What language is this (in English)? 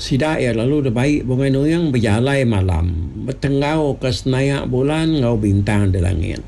Iban